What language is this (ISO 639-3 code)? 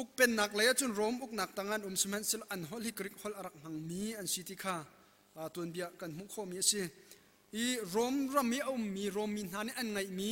cnh